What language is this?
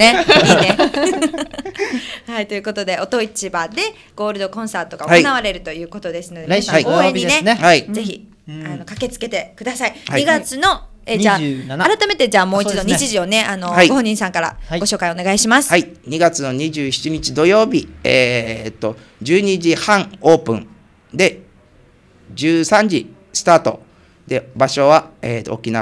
Japanese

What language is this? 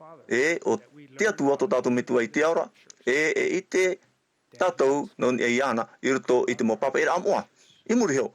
Tahitian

